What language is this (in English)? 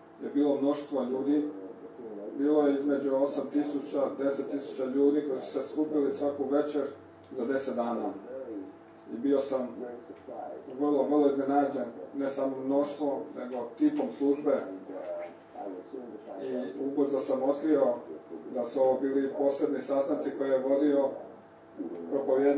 Croatian